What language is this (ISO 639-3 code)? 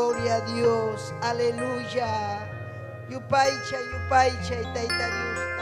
quy